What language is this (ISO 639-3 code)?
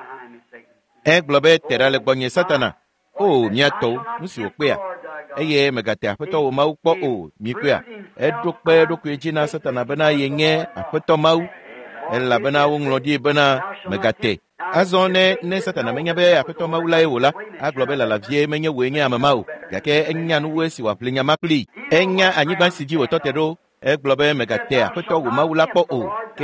ewe